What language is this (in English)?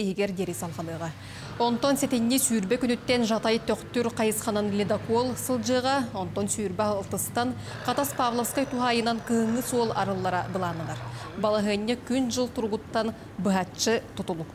Yakut